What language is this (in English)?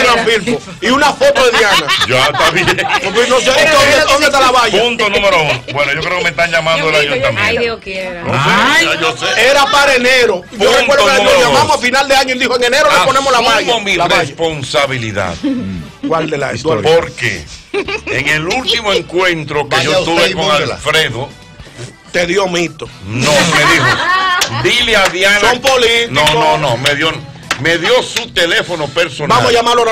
Spanish